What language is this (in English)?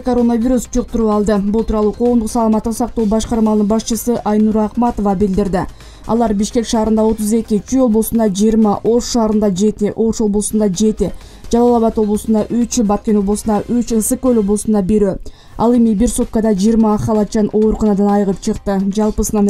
Kyrgyz